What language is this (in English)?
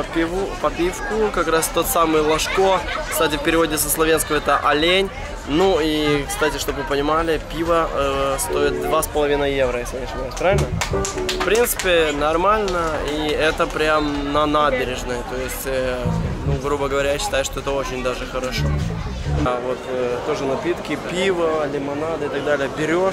Russian